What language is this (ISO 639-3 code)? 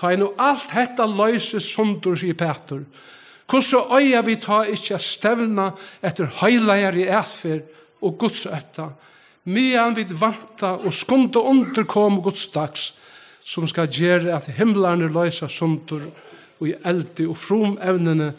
fao